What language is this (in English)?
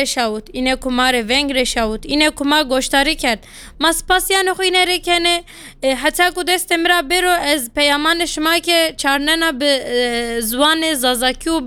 Kurdish